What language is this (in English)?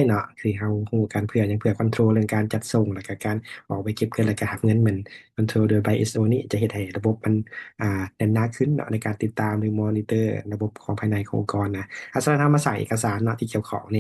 Lao